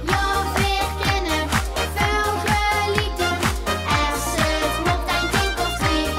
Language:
Limburgish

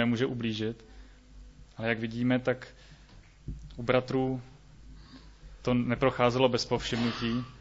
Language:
Czech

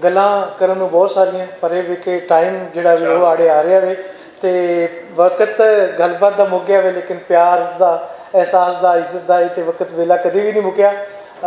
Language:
Western Panjabi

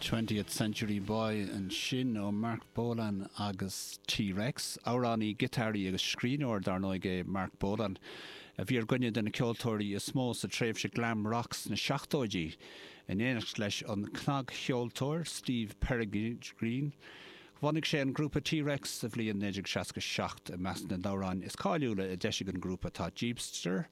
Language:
Irish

